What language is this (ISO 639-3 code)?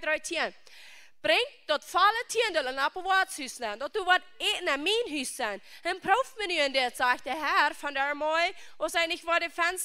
pdt